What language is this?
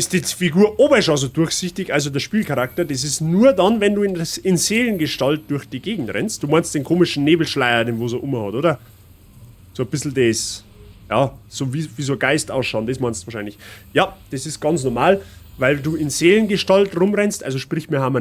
Bavarian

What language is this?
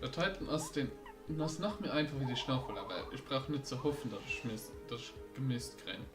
Luxembourgish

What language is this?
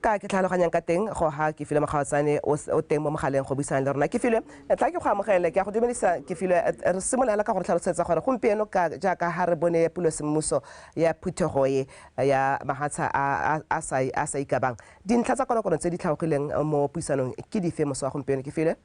Tswana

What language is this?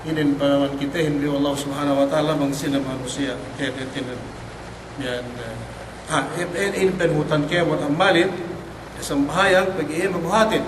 Yakan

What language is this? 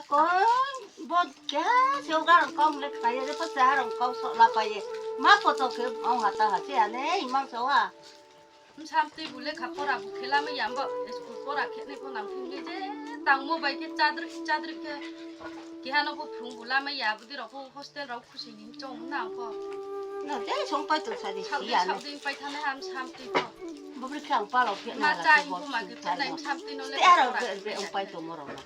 Riang (India)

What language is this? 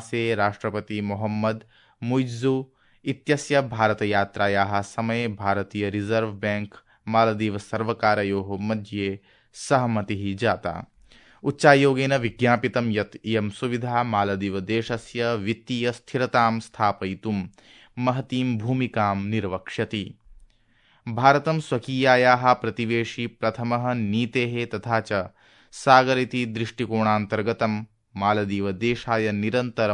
Sanskrit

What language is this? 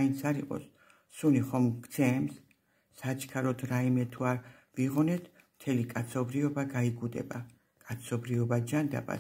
Georgian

